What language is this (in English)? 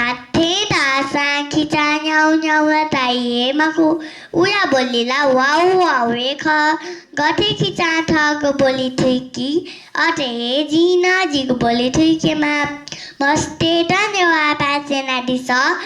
Newari